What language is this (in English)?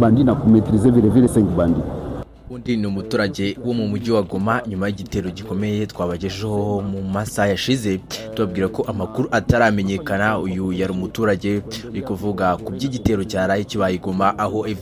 Kinyarwanda